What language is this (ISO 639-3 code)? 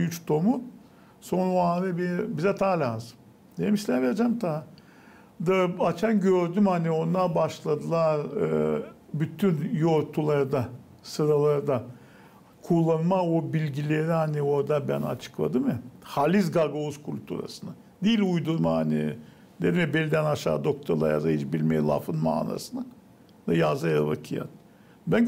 gag